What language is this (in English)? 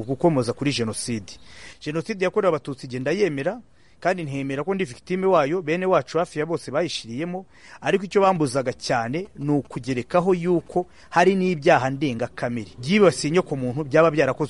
Kinyarwanda